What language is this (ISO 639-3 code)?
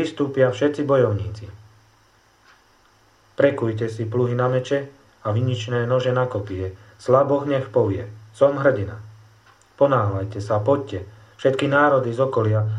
slk